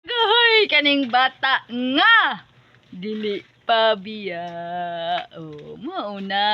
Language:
Cebuano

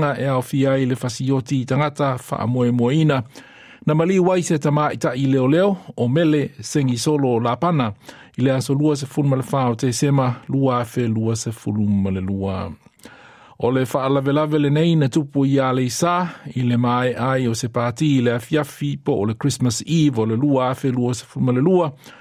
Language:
Samoan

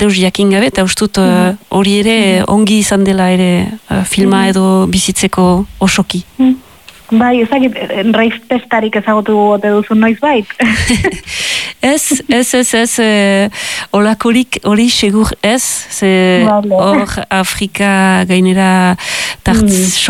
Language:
Basque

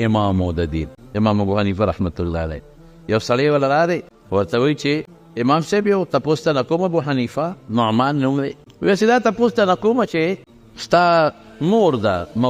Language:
Pashto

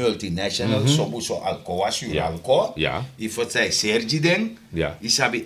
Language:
Sranan Tongo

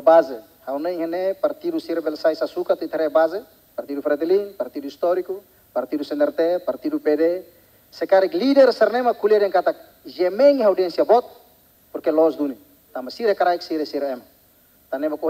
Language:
Tetum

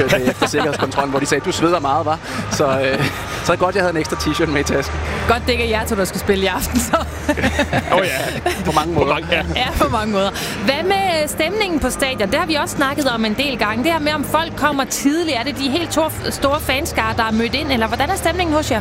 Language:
Danish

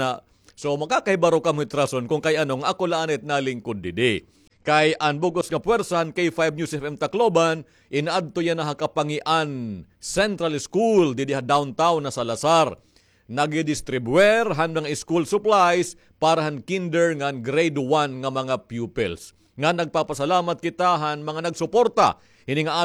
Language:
Waray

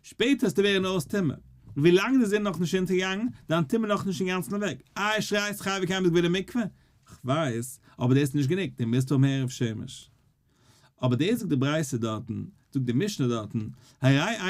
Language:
Yiddish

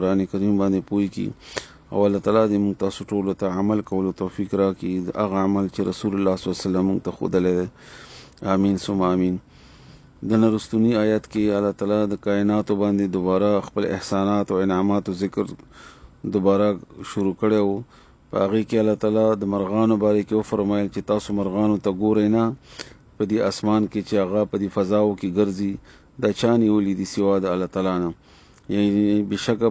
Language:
Pashto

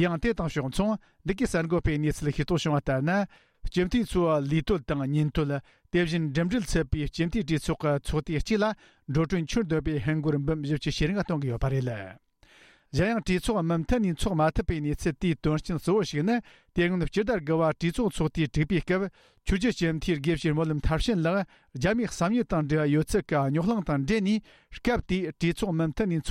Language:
Tibetan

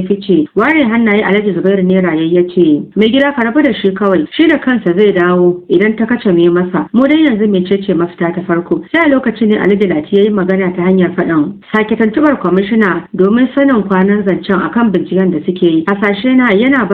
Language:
Hausa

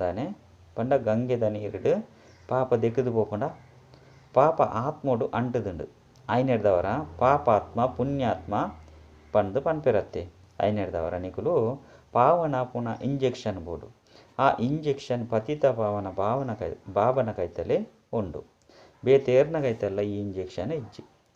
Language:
Tulu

